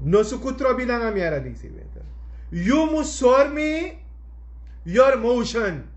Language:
Sranan Tongo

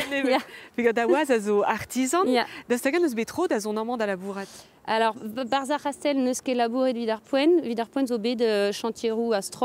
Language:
Breton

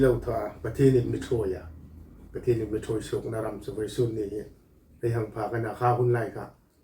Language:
Hmar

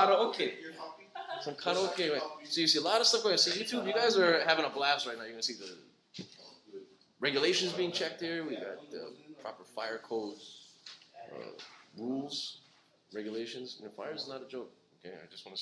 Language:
English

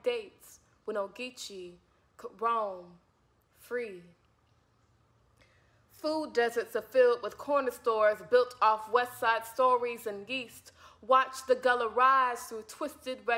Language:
English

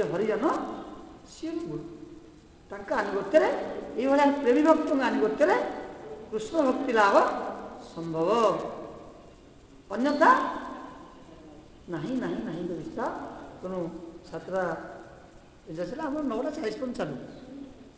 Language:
Odia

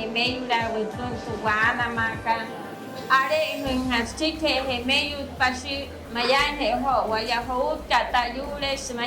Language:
Wayuu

